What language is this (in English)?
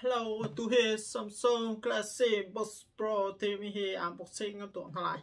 Hakha Chin